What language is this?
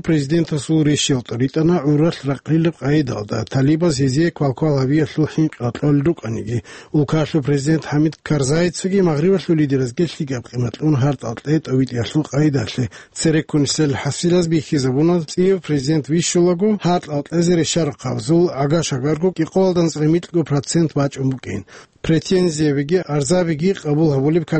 Avaric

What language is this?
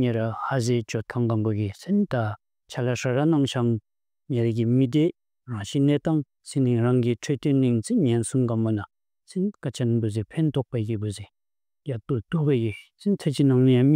Bumthangkha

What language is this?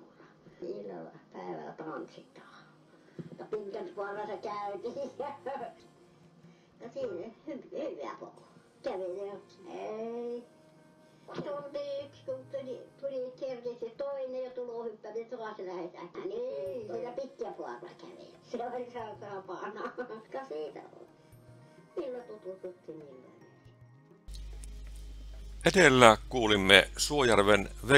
Finnish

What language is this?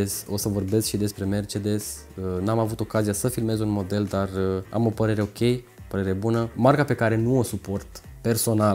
Romanian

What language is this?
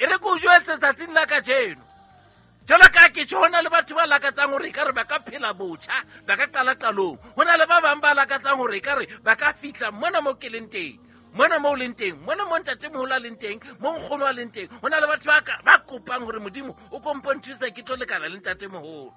Southern Sotho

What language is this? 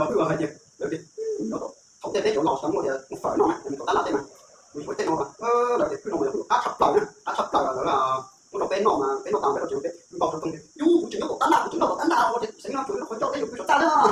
Hmong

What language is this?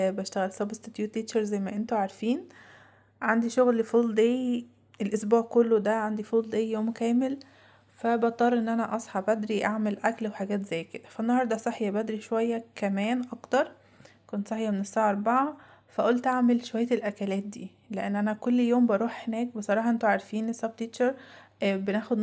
Egyptian Arabic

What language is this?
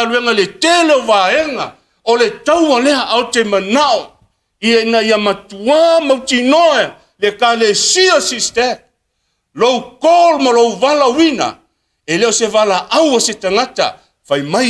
Samoan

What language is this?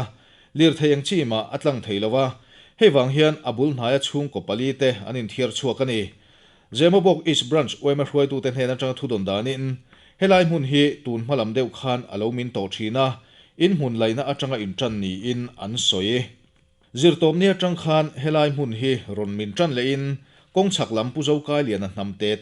Mizo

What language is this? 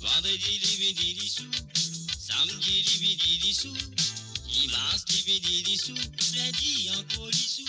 Morisyen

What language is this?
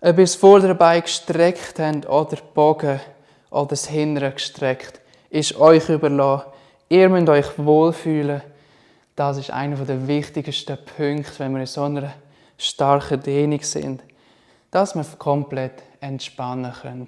Swiss German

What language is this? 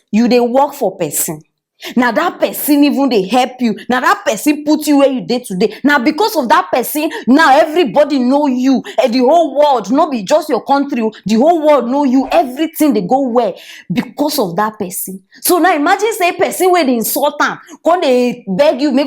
Nigerian Pidgin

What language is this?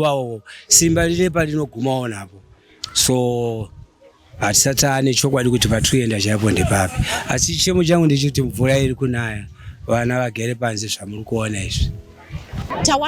Shona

